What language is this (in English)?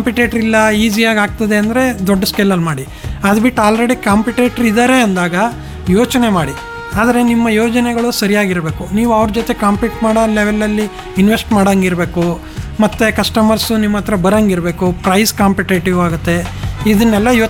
Kannada